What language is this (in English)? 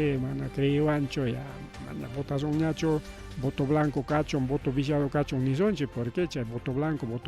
Ayacucho Quechua